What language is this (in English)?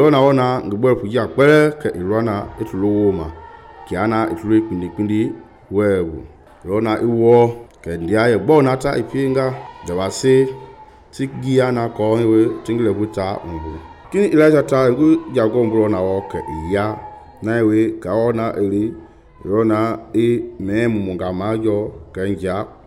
Mende